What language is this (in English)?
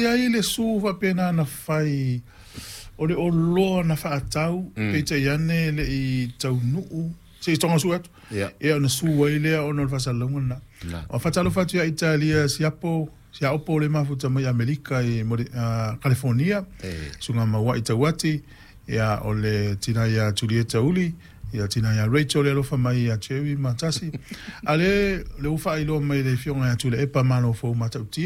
Samoan